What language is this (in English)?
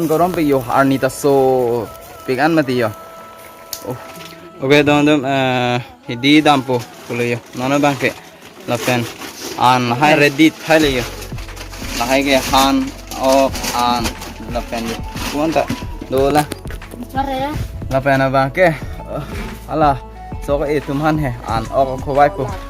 Karbi